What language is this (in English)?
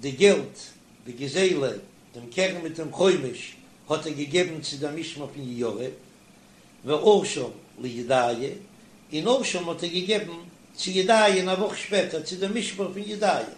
Yiddish